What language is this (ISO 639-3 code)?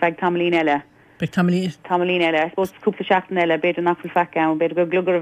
gle